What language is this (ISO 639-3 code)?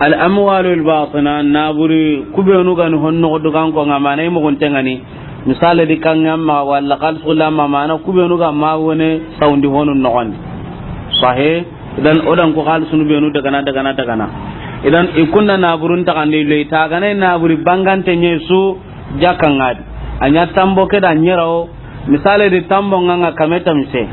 snk